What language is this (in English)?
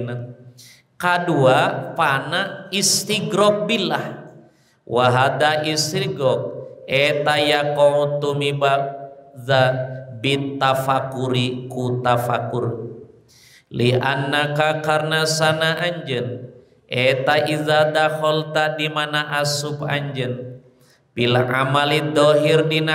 Sundanese